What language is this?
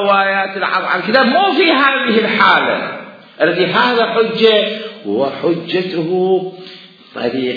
Mesopotamian Arabic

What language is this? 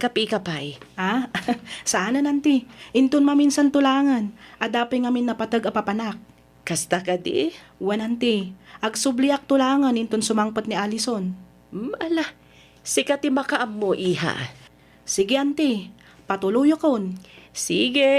Iloko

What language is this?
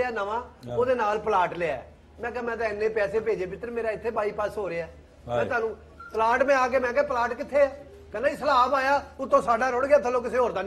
Punjabi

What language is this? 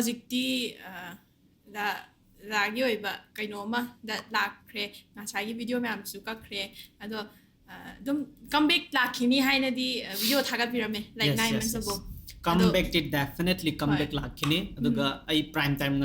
Manipuri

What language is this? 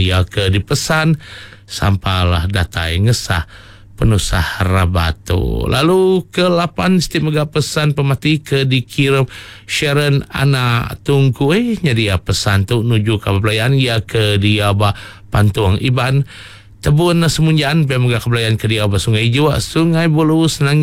Iban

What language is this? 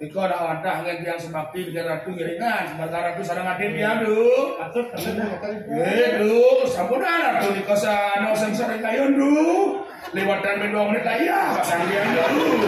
Balinese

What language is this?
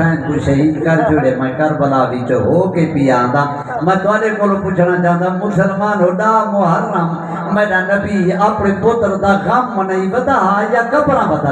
Saraiki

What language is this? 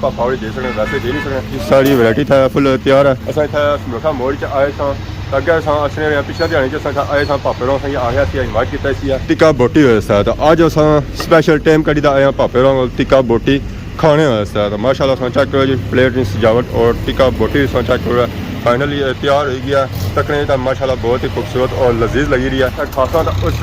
Pahari-Potwari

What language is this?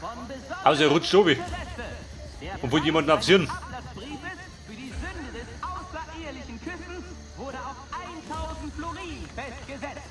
Bavarian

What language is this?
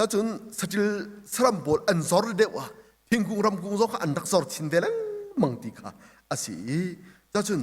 Hakha Chin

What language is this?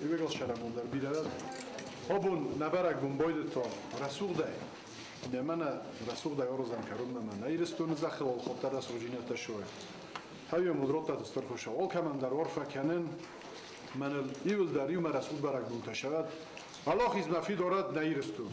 Ossetic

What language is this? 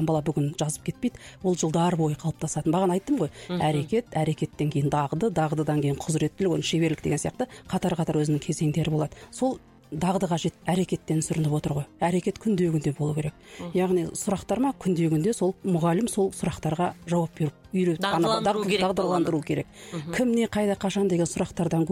Kazakh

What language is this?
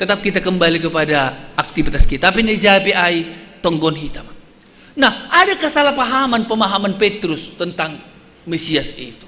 Batak Simalungun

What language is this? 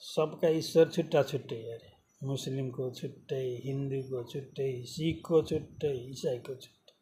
Nepali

